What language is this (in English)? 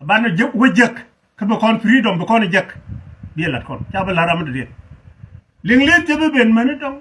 Nuer